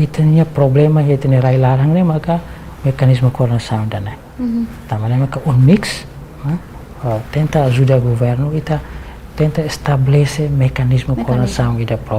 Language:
Tetum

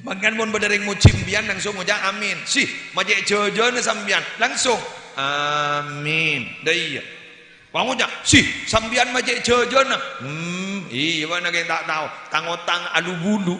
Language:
Madurese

